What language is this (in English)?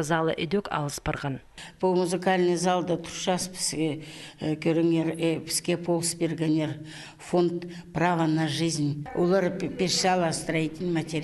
Khakas